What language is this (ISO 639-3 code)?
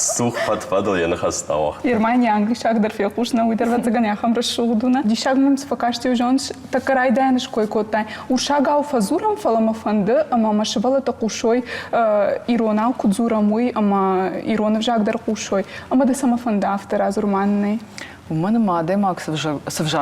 oss